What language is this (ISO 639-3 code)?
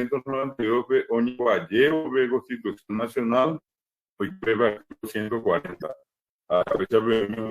grn